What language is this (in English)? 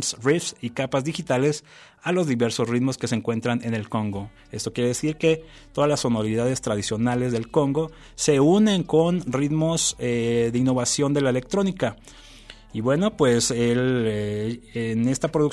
Spanish